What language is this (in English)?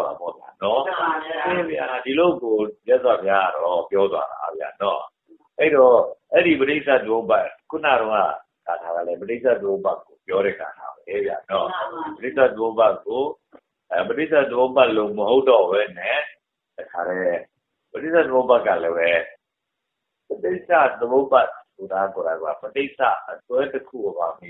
Burmese